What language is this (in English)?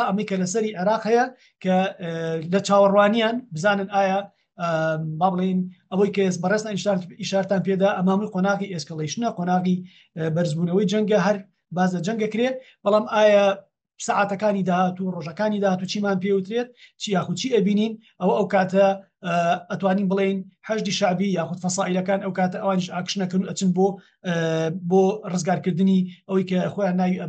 Central Kurdish